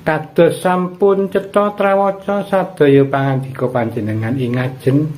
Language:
Javanese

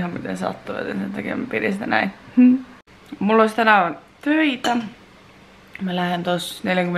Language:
Finnish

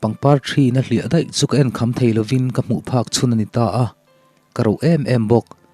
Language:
Mizo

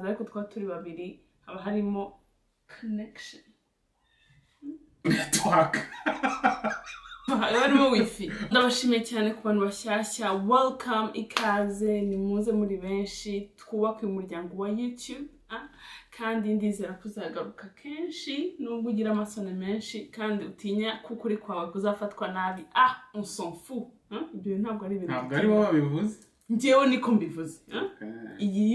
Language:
Kinyarwanda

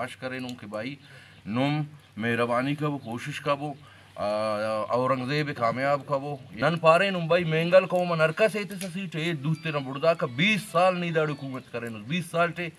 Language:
Brahui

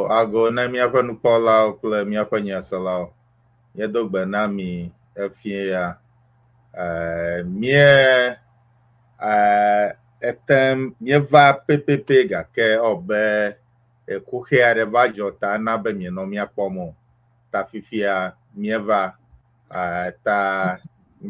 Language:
Ewe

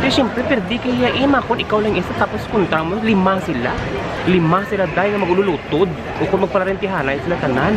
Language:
Hiligaynon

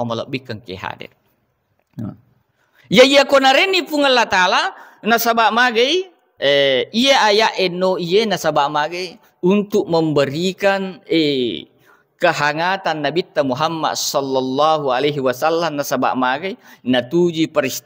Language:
Buginese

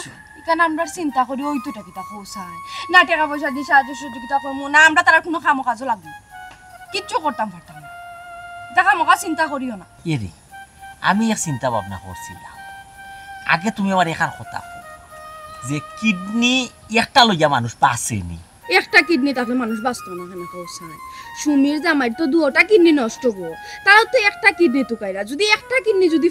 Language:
Sylheti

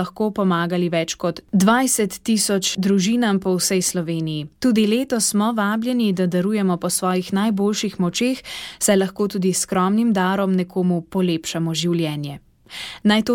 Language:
Slovenian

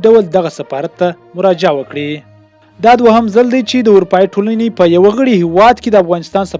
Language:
Pashto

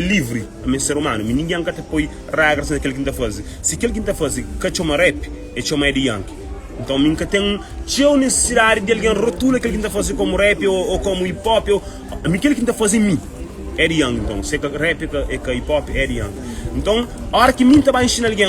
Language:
Kabuverdianu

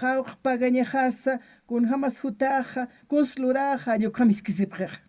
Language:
Aymara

